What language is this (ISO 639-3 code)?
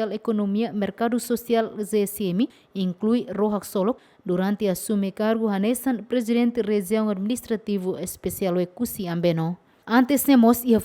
tet